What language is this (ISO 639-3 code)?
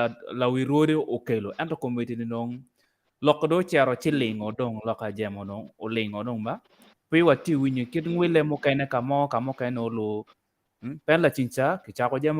ach